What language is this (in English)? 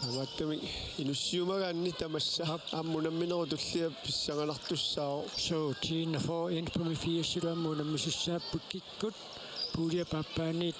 Kalaallisut